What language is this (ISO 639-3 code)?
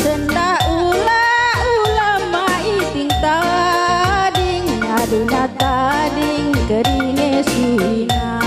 btx